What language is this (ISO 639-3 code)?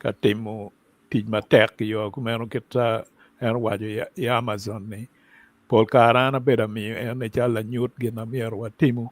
ach